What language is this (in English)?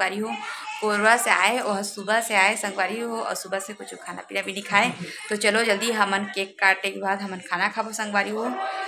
Chhattisgarhi